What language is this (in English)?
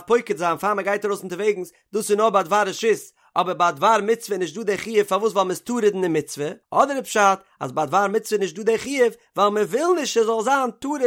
Yiddish